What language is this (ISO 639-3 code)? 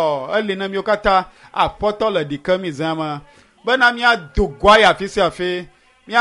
ewe